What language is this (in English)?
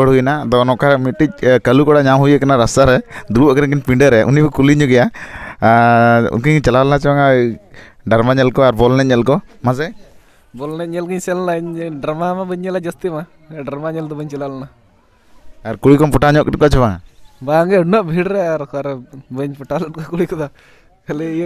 Santali